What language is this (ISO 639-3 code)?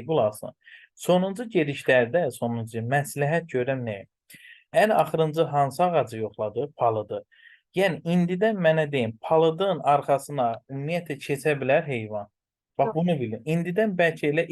aze